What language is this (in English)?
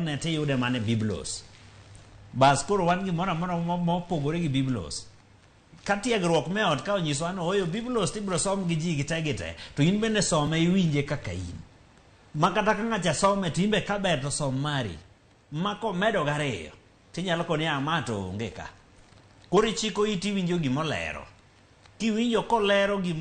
Luo (Kenya and Tanzania)